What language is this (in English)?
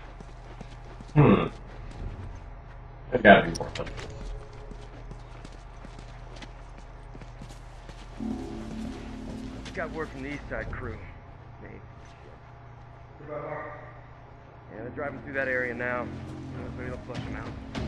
English